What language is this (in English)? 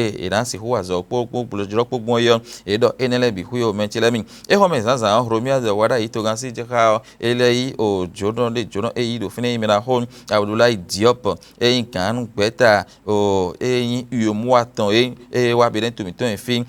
Fon